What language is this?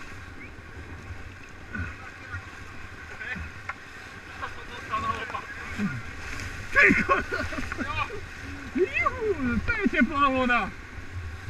Slovak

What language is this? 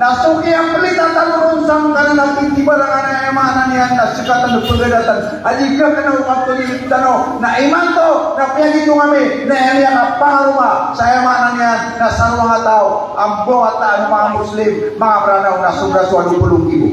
Maranao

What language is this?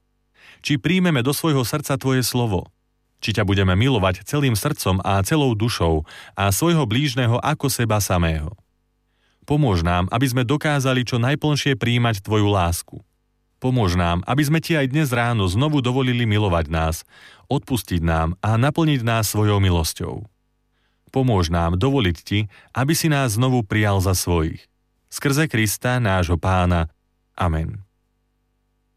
Slovak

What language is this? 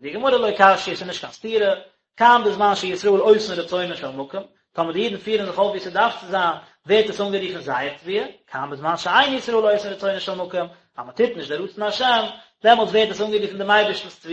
Yiddish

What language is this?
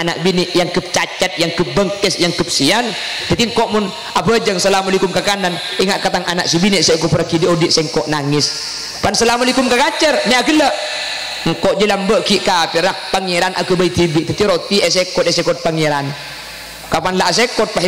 Madurese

